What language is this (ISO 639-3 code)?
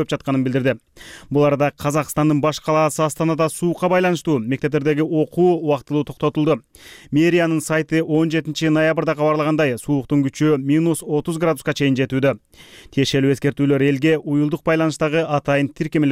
kir